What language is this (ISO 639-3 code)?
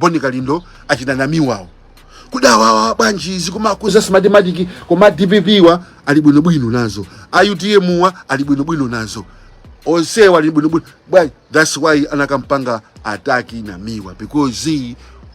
nya